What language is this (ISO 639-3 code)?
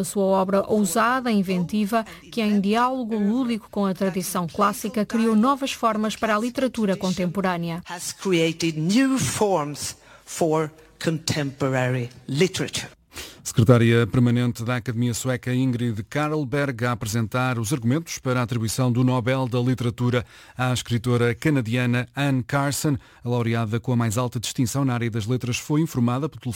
por